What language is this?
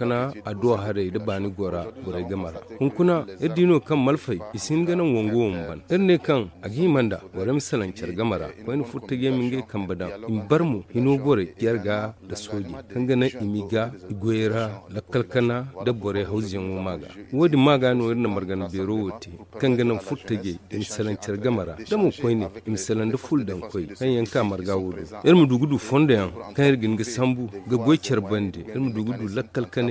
Zarma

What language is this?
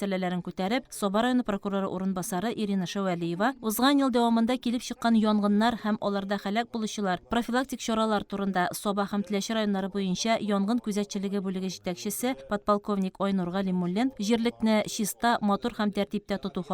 Tatar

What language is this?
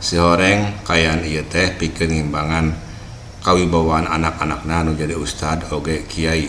Sundanese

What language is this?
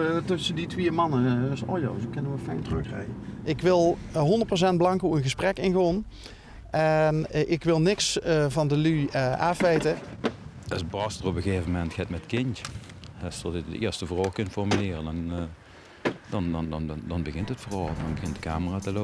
Limburgish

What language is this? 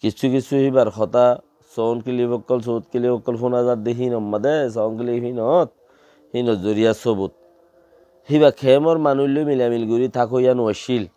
Rohingya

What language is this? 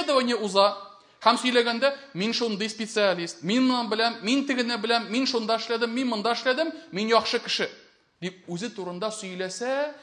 Tatar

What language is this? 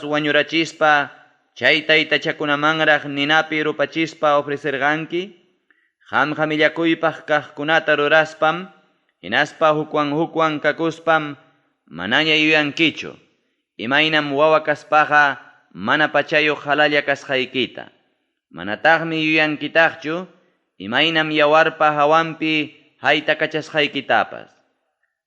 Ayacucho Quechua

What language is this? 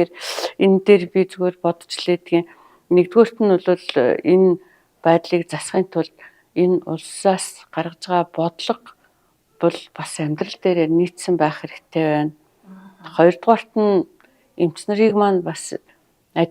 Mongolian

